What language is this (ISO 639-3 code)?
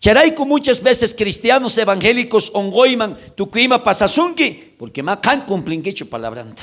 quh